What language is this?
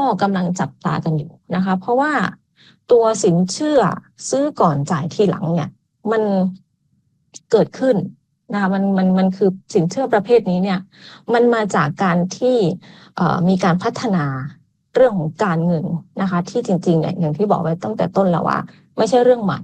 Thai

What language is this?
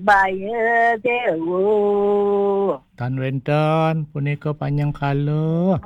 Balinese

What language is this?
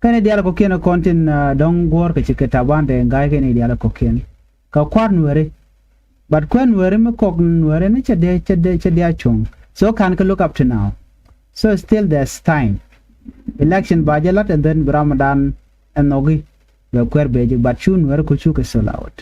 Nuer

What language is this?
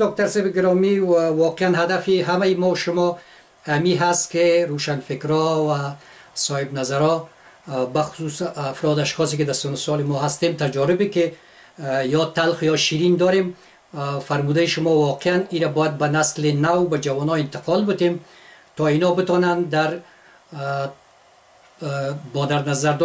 Persian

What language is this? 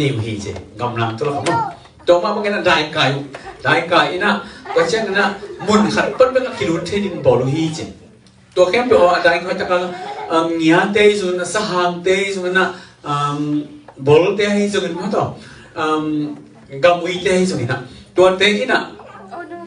Tedim Chin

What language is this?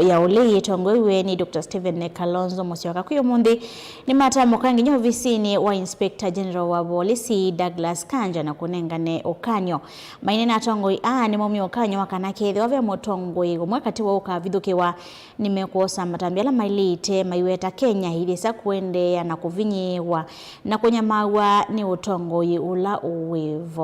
Kamba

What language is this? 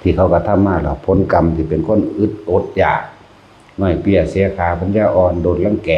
Northeastern Thai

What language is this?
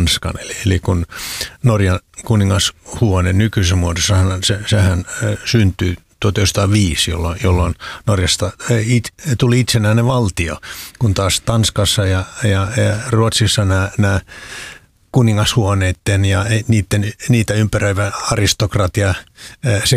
Finnish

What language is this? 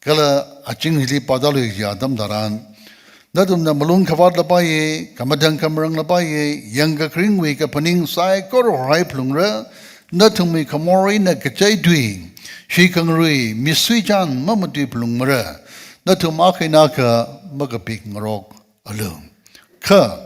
Tangkhul Naga (India)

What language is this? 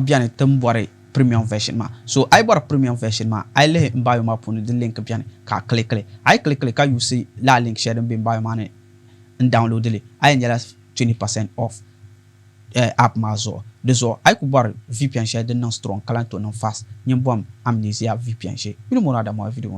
Dagbani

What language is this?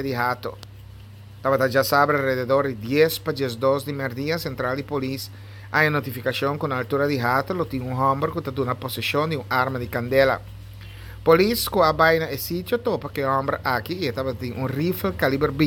Papiamento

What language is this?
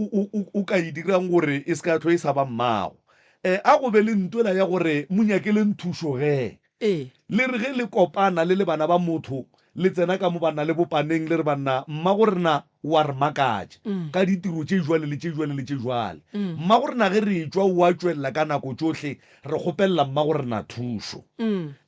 Northern Sotho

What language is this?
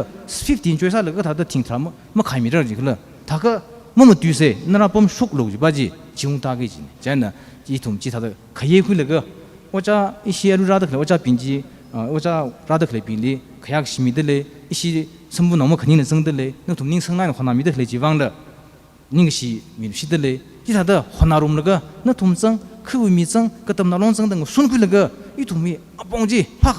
Tangkhul Naga (India)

